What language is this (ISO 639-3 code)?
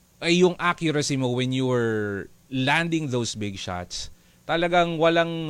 fil